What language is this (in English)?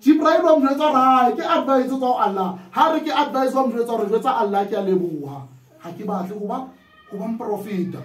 Southern Sotho